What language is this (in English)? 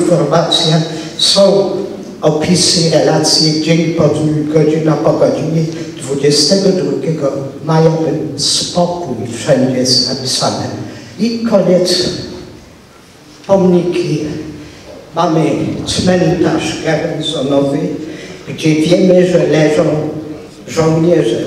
Polish